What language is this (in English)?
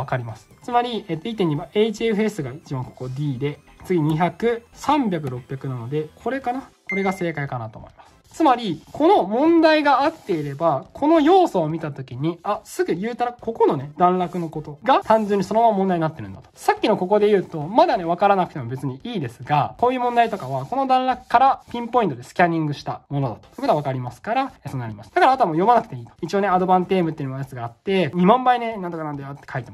Japanese